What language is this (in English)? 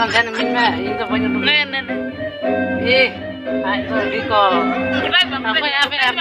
Santali